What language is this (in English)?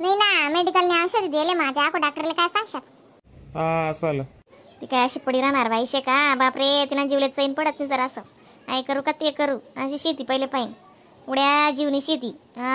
Khandesi